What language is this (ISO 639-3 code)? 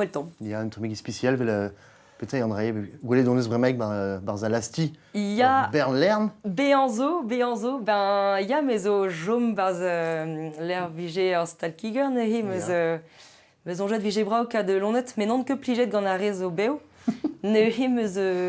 bre